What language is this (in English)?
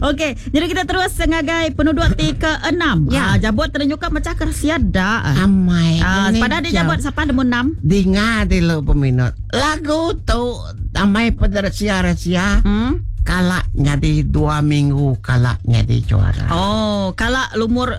Iban